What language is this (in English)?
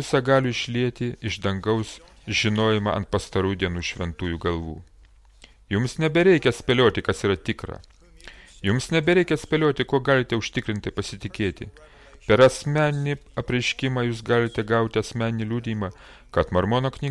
Lithuanian